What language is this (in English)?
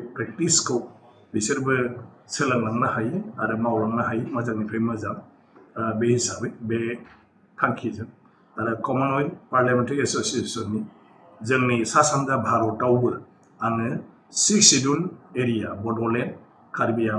Bodo